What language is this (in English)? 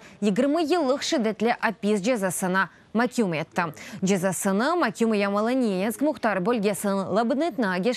Crimean Tatar